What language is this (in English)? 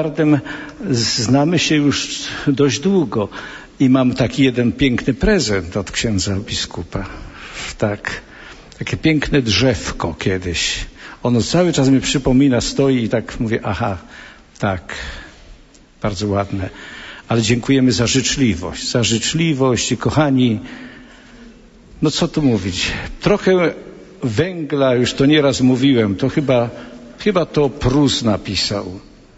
Polish